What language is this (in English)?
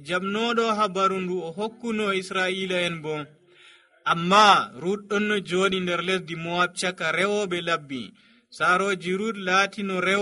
Nigerian Fulfulde